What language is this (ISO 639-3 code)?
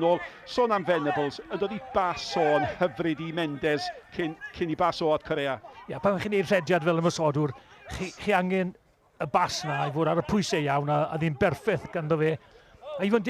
cym